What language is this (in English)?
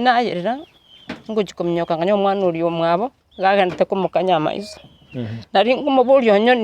Gusii